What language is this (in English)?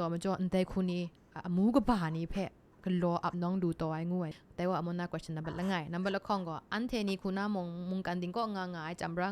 Kachin